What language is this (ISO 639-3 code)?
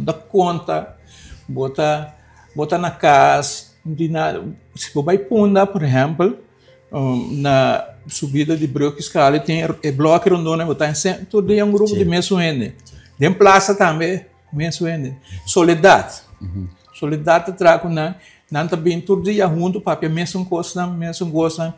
pap